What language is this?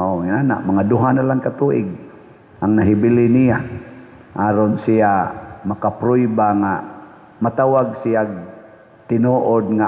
Cebuano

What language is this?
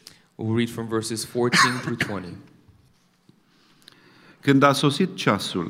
Romanian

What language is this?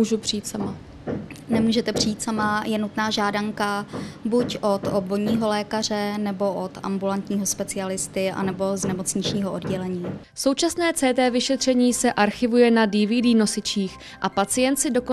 Czech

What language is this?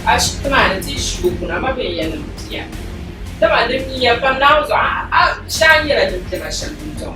Dagbani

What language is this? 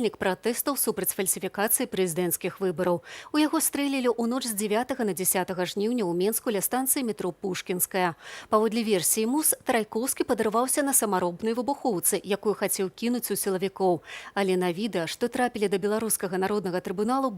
Belarusian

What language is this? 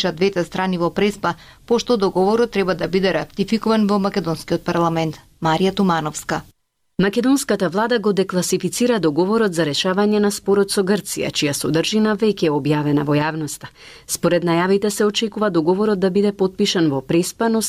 Macedonian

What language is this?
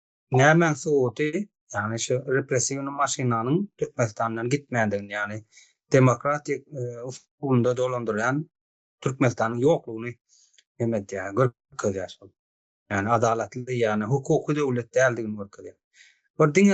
Turkmen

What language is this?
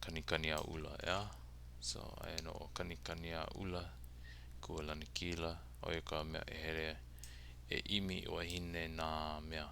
Hawaiian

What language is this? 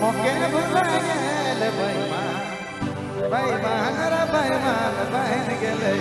Sadri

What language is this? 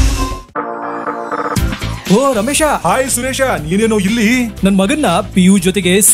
Kannada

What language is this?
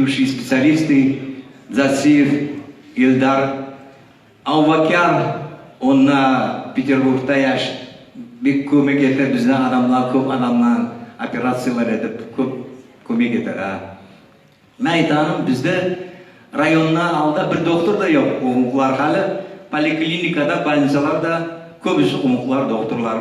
Kumyk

